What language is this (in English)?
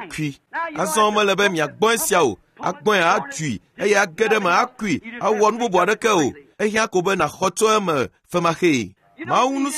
Ewe